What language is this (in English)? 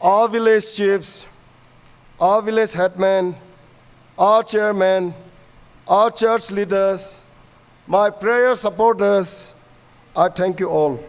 Tangkhul Naga (India)